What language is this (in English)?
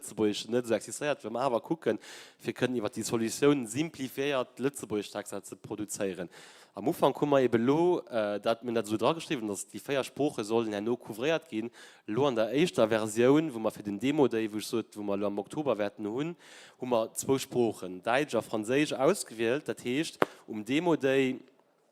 Luxembourgish